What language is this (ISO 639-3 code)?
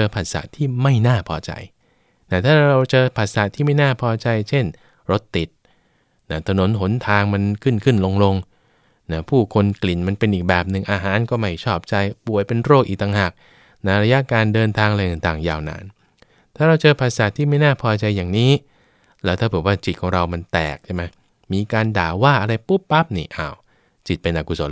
tha